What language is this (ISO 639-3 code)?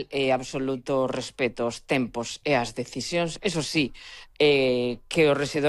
glg